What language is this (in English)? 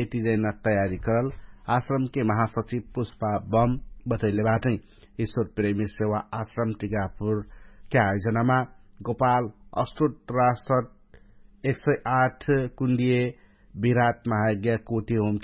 Dangaura Tharu